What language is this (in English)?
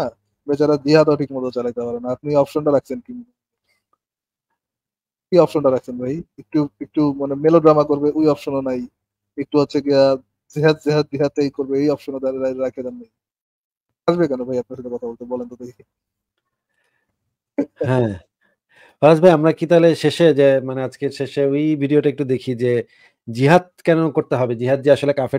Bangla